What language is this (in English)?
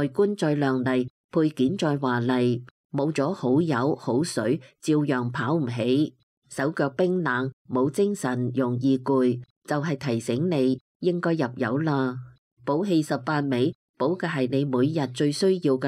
Cantonese